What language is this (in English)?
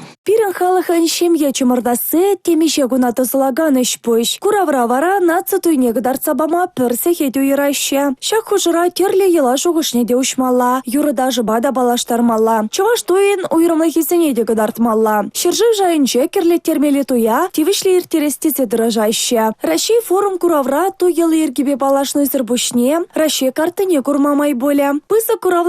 Chuvash